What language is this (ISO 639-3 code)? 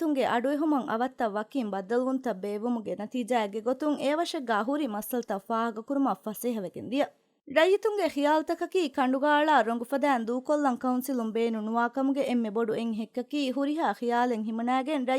div